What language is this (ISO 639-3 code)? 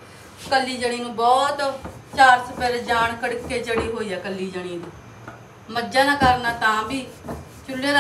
pan